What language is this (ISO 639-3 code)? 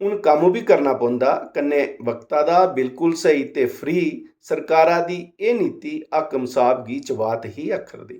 doi